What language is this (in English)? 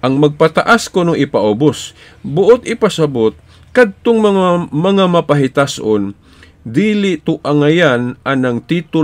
Cebuano